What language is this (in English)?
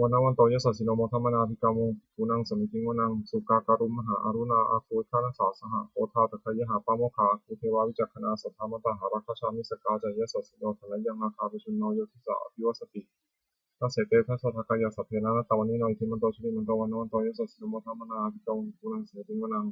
Pali